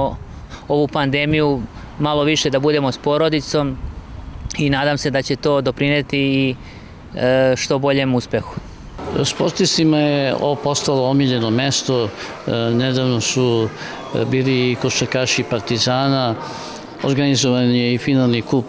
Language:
Serbian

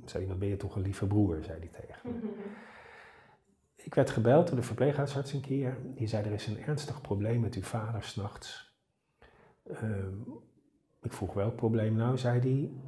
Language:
Dutch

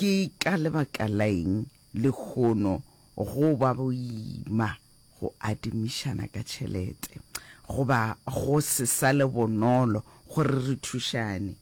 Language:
Northern Sotho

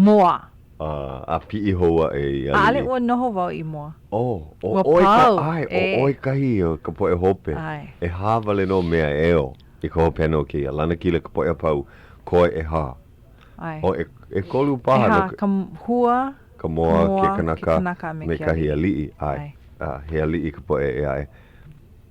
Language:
Hawaiian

